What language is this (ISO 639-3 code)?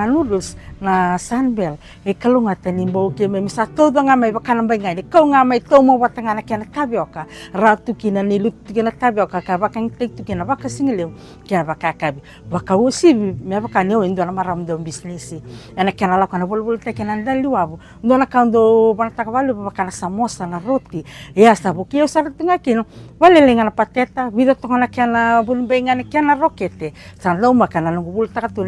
fij